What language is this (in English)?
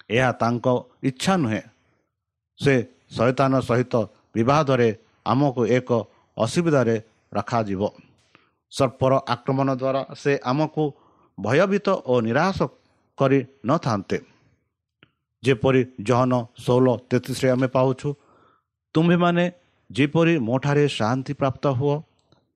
Odia